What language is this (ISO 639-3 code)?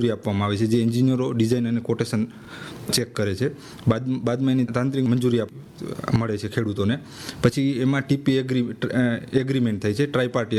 guj